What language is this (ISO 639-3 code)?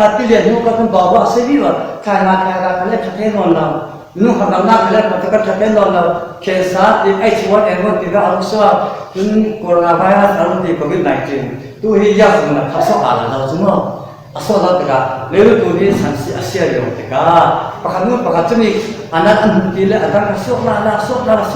cfm